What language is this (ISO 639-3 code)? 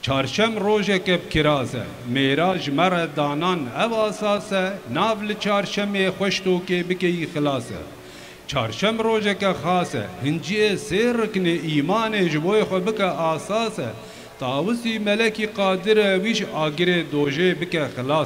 kur